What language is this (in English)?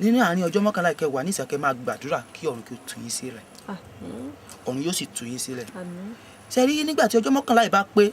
Yoruba